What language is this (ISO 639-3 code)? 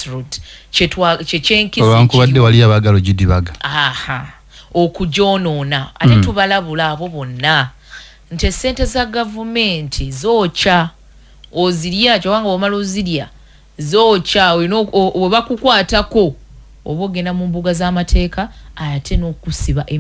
lug